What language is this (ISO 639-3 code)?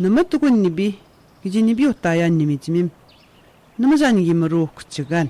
atj